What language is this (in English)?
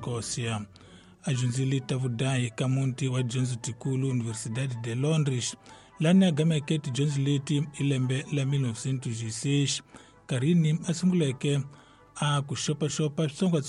Tsonga